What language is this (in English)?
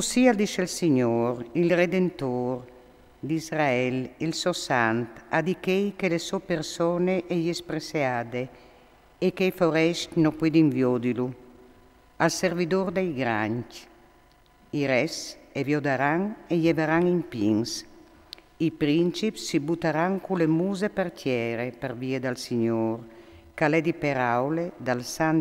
Friulian